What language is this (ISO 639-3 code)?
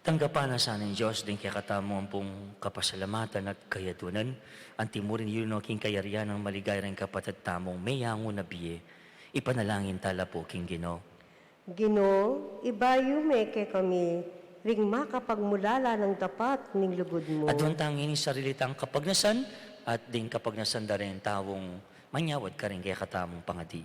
pam